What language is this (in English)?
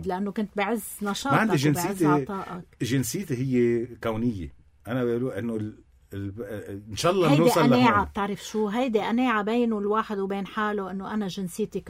North Levantine Arabic